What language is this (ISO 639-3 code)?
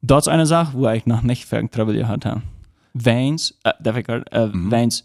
pdt